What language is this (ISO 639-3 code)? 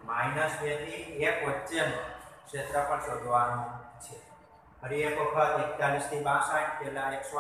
guj